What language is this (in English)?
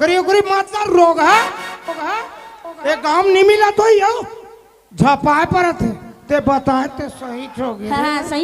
Chhattisgarhi